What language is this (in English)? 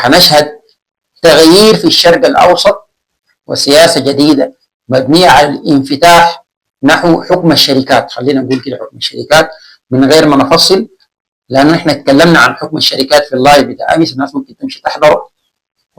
Sudanese Arabic